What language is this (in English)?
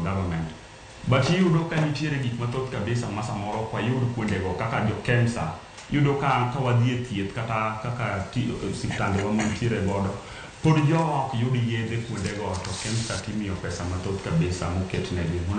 Luo (Kenya and Tanzania)